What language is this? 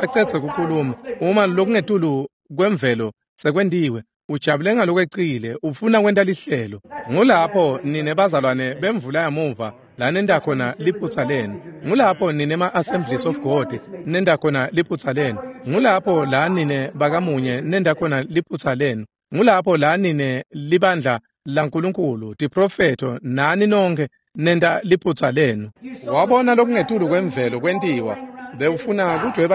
Swati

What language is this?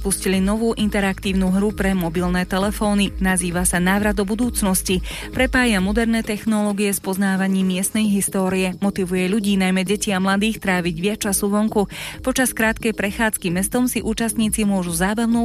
Slovak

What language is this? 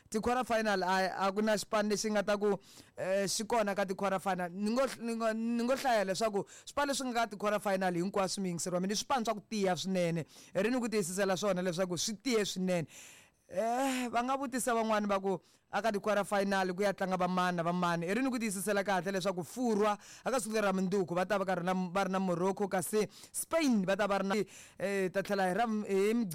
Tsonga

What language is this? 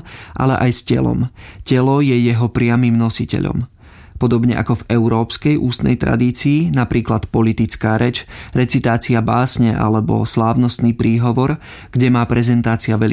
Slovak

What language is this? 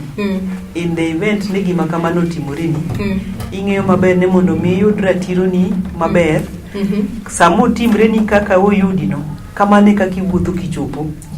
Luo (Kenya and Tanzania)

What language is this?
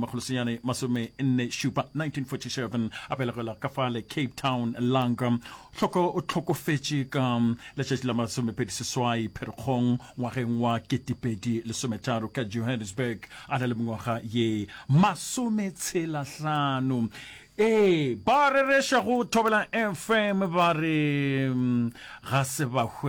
Northern Sotho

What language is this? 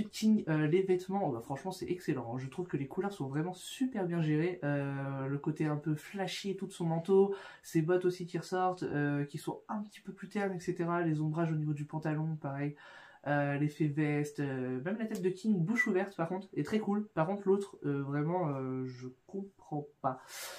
French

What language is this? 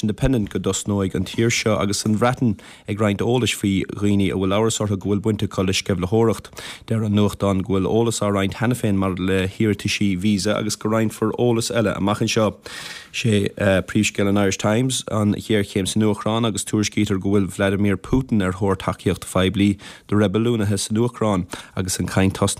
Irish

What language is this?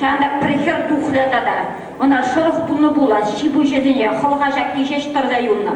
Chuvash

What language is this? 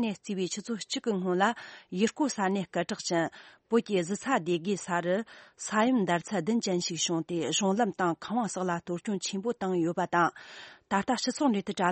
Tibetan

